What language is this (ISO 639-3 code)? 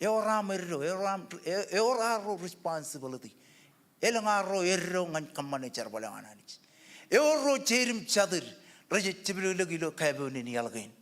mah